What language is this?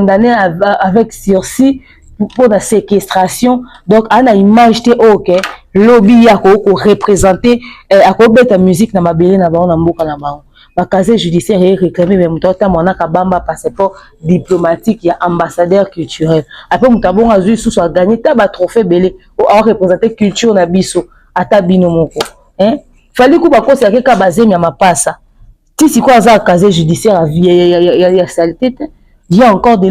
Lingala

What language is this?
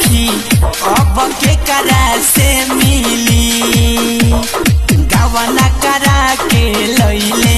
Bhojpuri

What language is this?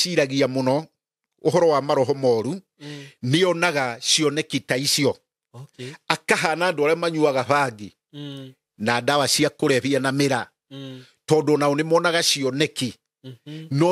Kikuyu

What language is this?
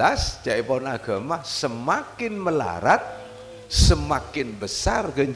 Madurese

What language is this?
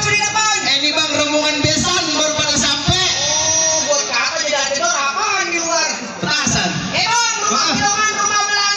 Betawi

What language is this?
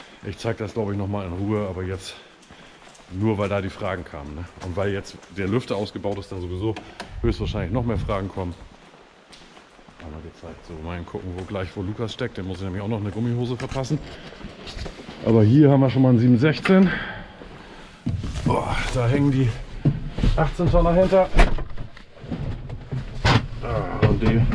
German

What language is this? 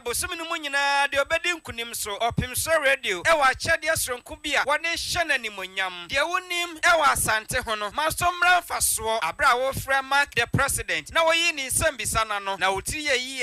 Akan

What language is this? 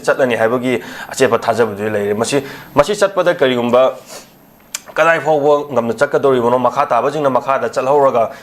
Manipuri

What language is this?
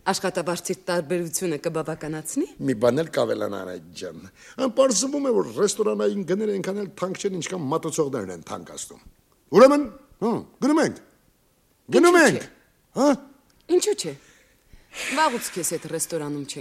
Armenian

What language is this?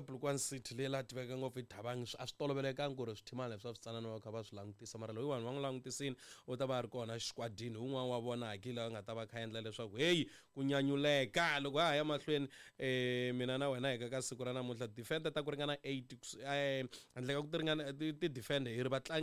Tsonga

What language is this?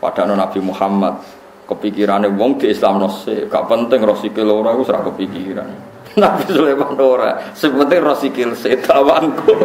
Javanese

